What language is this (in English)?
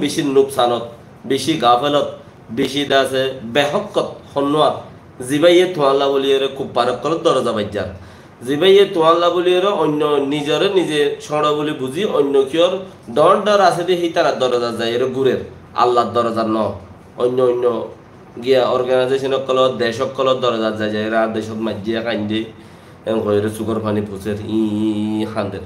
Rohingya